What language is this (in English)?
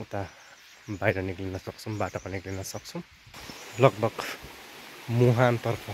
Nepali